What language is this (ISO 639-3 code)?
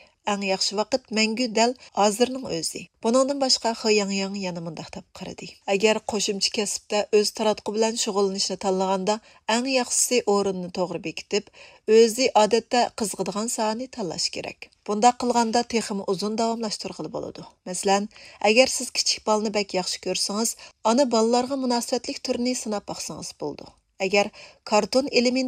uig